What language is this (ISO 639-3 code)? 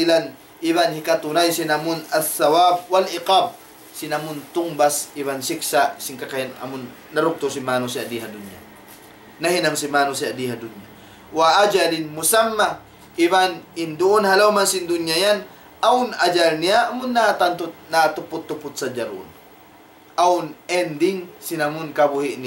tsg